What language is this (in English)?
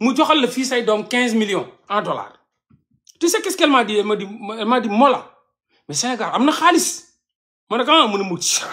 Wolof